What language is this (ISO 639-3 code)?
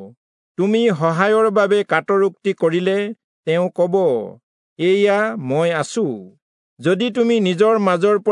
asm